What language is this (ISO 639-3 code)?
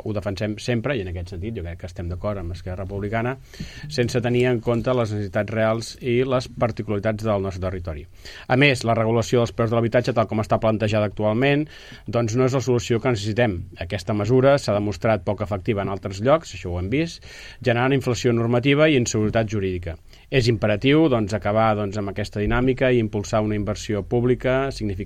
cat